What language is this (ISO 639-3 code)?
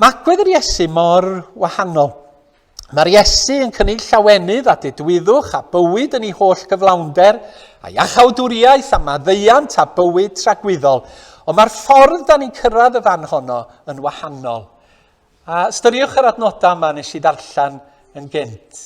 cym